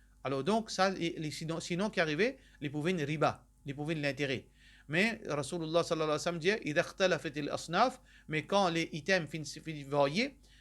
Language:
Morisyen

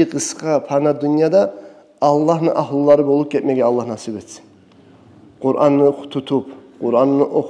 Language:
Kumyk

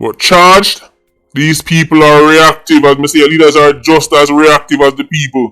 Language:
Jamaican Creole English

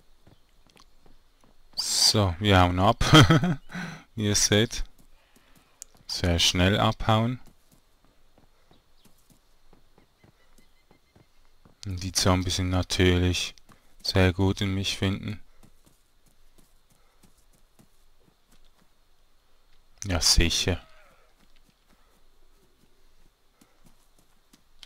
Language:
German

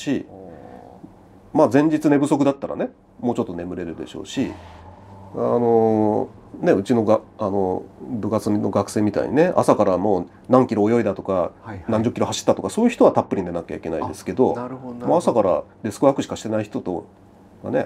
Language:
Japanese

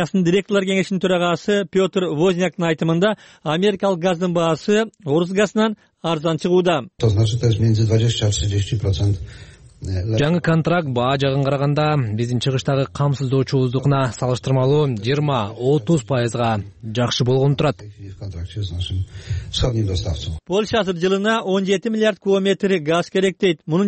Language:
Kyrgyz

